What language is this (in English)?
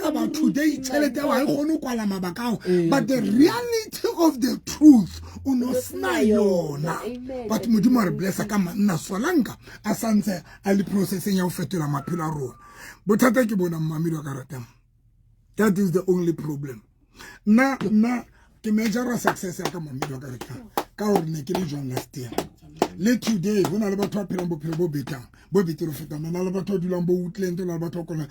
Southern Sotho